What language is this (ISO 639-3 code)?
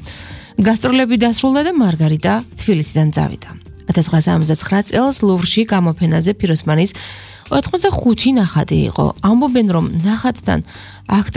kat